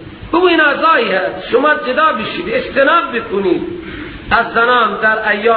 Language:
Persian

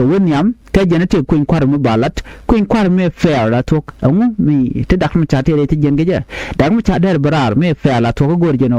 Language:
Nuer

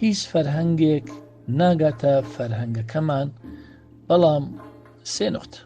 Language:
Central Kurdish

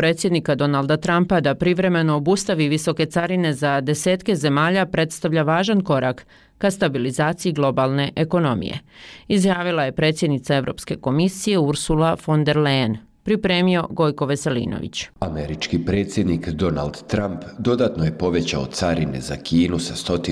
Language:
Bosnian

